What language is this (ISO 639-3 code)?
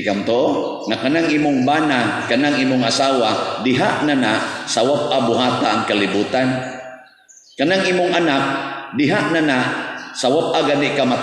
ceb